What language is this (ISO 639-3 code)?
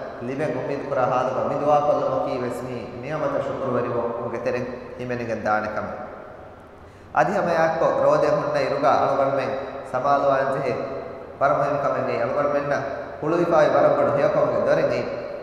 div